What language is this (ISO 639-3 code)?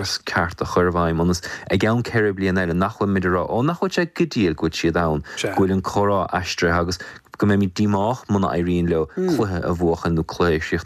gle